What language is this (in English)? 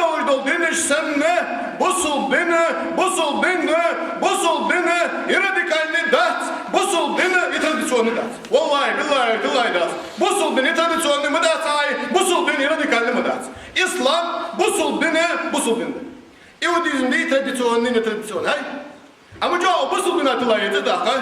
Ingush